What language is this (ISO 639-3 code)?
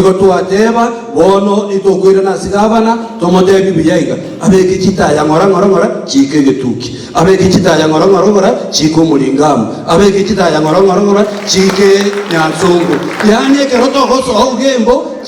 guz